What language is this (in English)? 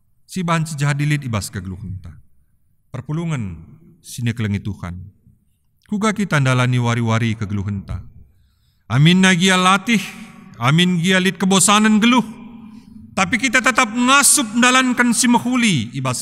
Batak Karo